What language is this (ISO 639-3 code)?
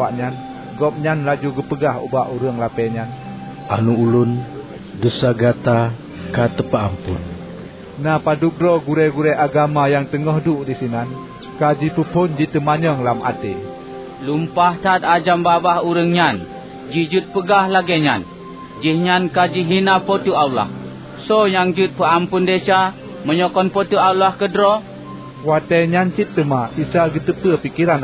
ace